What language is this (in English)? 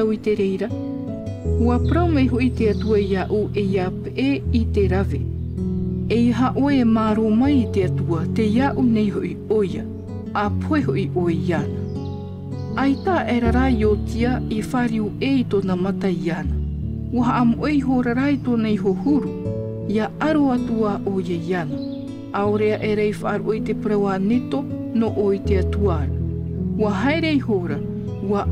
Tahitian